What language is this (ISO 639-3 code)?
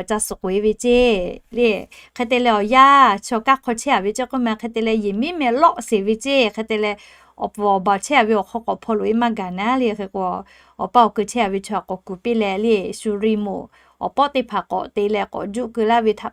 lhu